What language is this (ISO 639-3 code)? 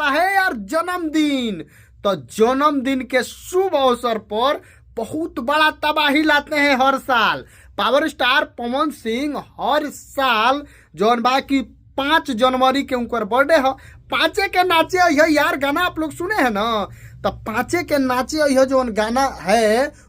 bho